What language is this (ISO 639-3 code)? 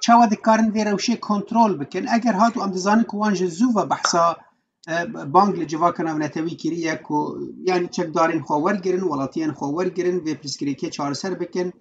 kur